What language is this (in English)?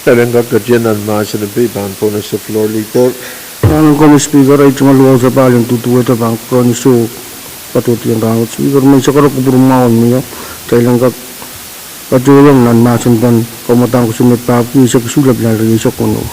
Pohnpeian